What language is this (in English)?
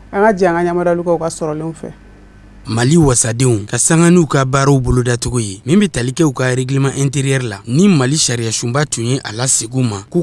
Bambara